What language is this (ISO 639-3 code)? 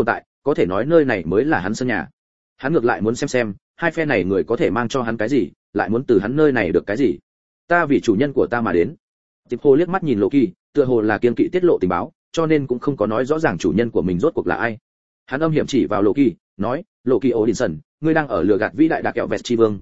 vie